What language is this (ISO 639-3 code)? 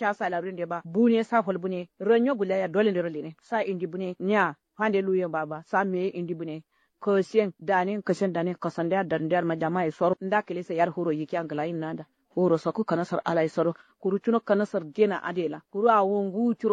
kau